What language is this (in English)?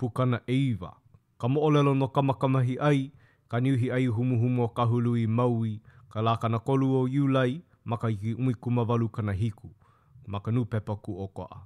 Hawaiian